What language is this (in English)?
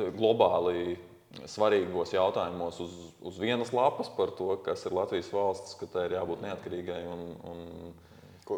Latvian